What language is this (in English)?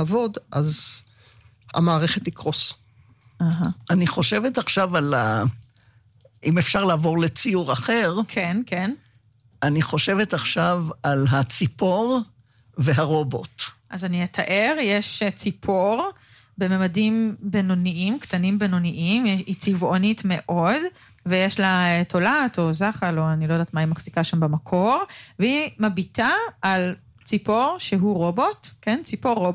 Hebrew